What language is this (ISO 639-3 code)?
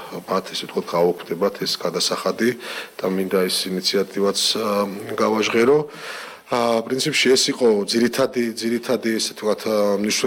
kat